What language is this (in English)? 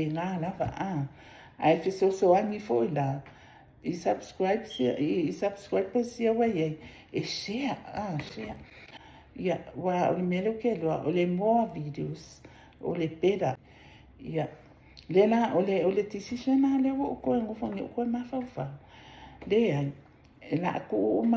Samoan